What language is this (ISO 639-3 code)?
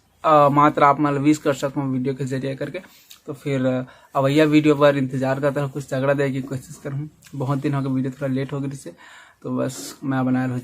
hne